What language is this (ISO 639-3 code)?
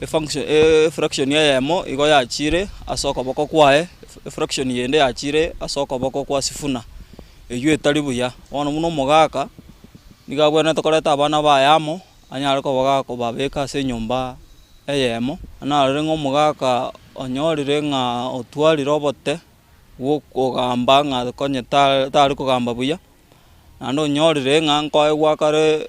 guz